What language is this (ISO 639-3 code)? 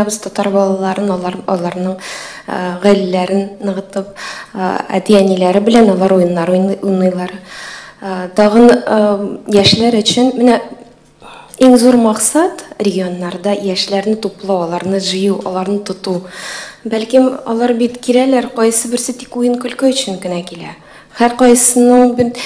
tat